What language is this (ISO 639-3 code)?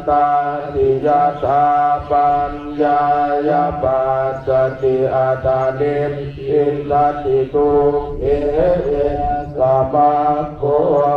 pli